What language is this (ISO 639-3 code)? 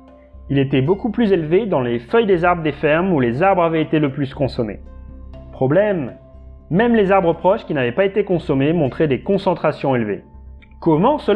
fra